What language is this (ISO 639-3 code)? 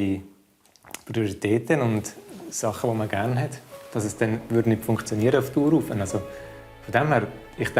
gsw